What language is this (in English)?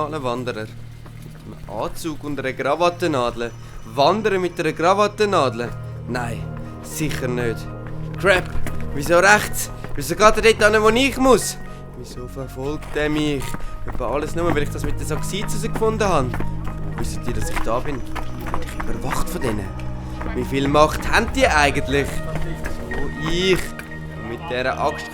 Swiss German